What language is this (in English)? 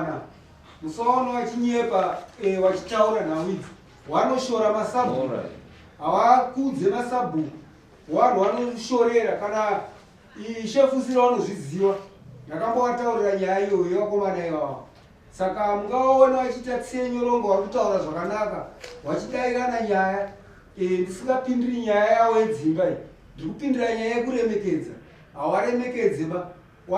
Shona